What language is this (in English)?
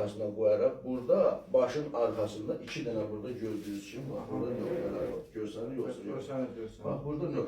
Azerbaijani